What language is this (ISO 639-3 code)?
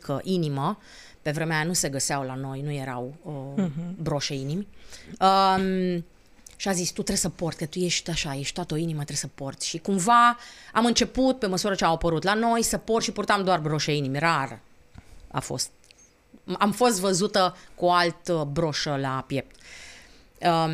ron